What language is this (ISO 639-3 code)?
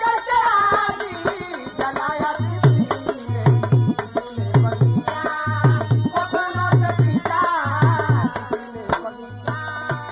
bho